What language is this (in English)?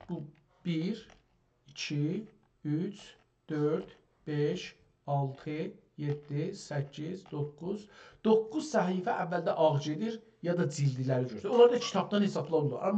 South Azerbaijani